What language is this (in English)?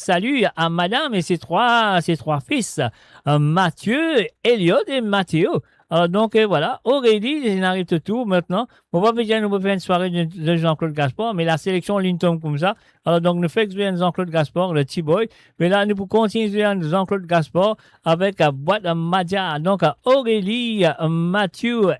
Morisyen